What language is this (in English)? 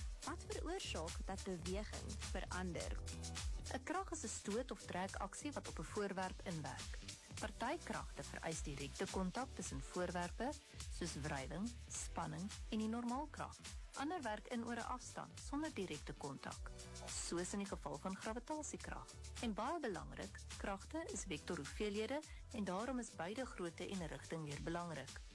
Afrikaans